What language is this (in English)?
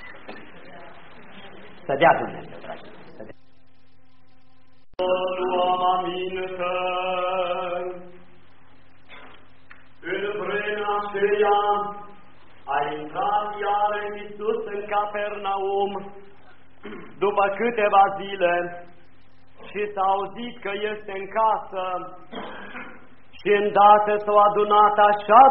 Romanian